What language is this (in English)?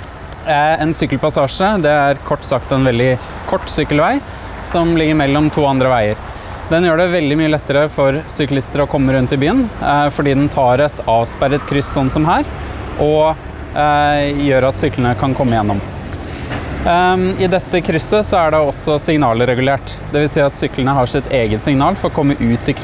Norwegian